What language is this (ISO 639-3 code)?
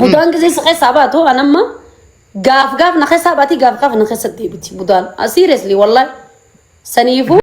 orm